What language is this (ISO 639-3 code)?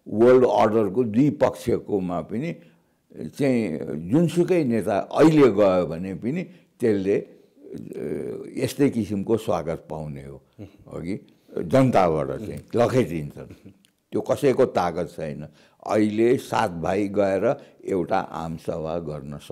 nep